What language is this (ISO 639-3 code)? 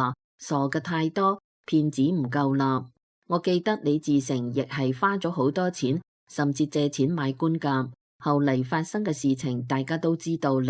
yue